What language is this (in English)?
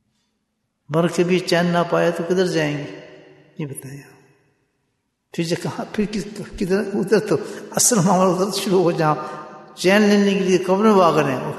Urdu